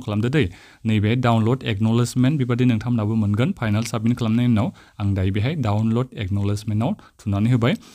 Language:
Bodo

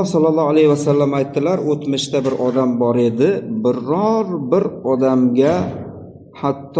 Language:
Uzbek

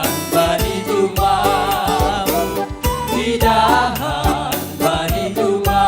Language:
Batak Simalungun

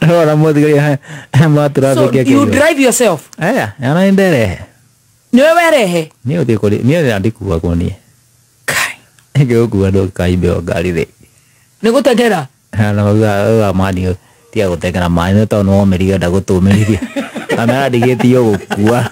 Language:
Kikuyu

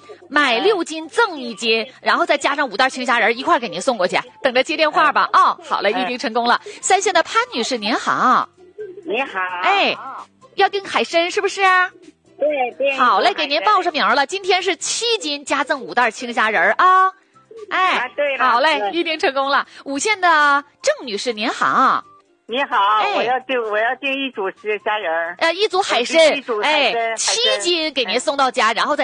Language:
Chinese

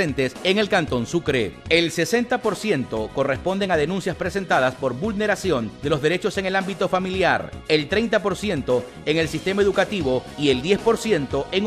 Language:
Spanish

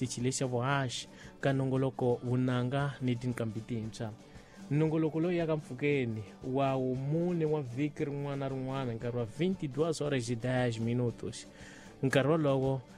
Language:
Tsonga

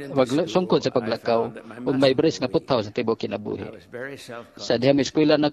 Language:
Cebuano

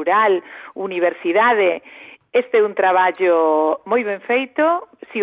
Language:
Galician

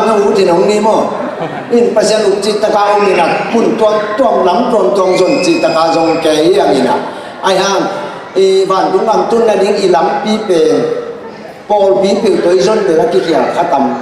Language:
Tedim Chin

